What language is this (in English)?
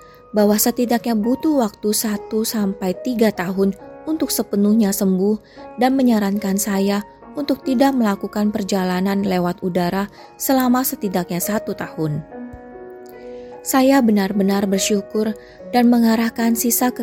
Indonesian